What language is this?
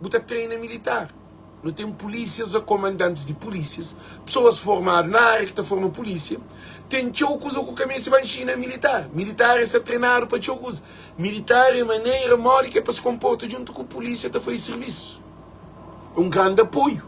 Kabuverdianu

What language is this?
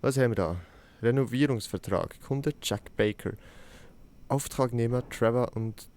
Swiss German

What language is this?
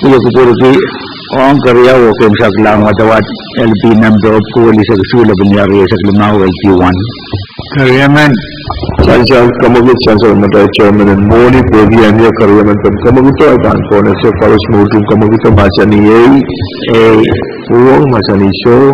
Pohnpeian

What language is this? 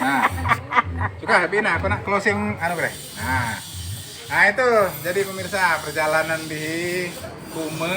Musi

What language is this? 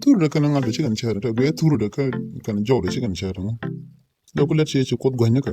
Nuer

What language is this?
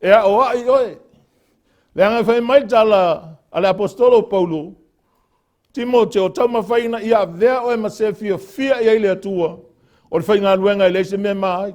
Samoan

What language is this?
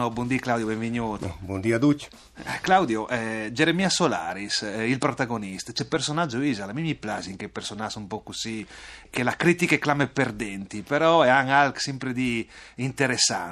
Friulian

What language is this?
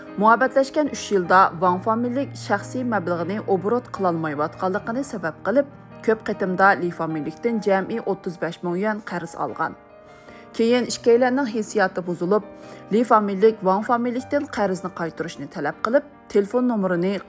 Uyghur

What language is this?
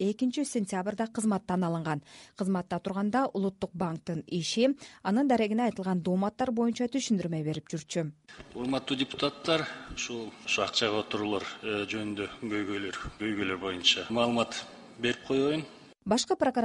Kyrgyz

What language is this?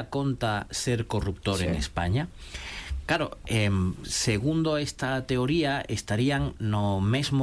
Galician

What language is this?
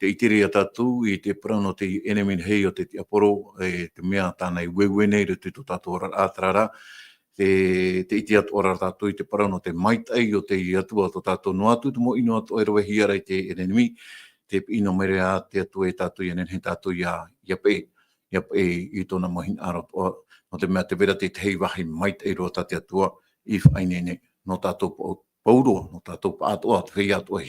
Tahitian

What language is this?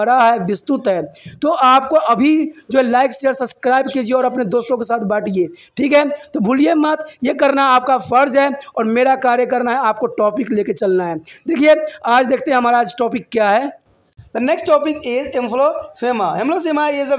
Hindi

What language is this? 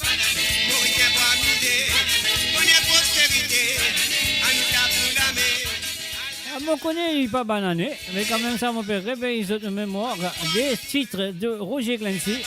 Morisyen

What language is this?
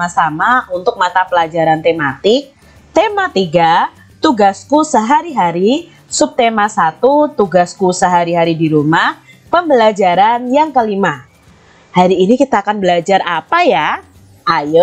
Indonesian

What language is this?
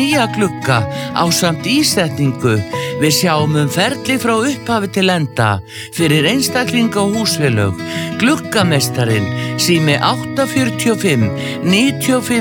Icelandic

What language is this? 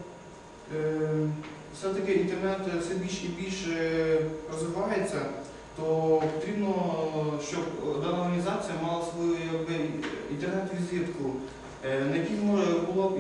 Ukrainian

